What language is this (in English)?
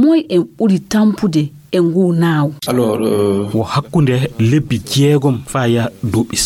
Fula